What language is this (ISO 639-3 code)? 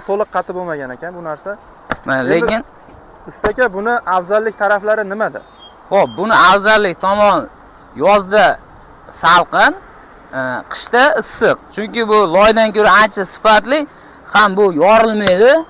uzb